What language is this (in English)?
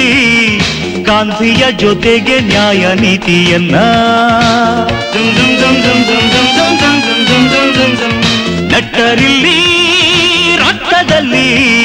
Kannada